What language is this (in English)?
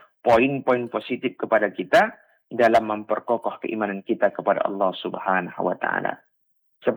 Indonesian